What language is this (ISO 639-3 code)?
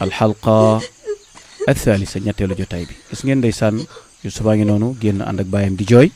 wol